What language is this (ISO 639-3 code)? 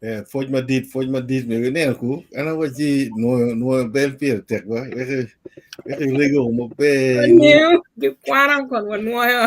ach